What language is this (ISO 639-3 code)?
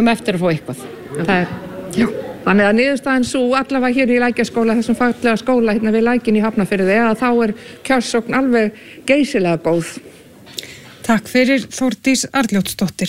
isl